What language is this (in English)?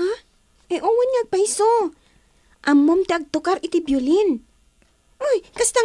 Iloko